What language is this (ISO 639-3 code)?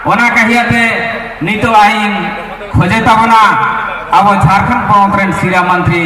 sat